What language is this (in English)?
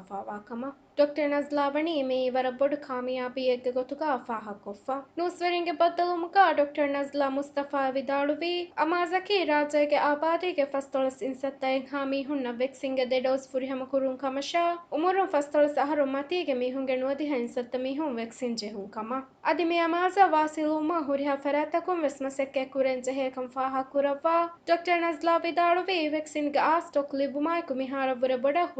Divehi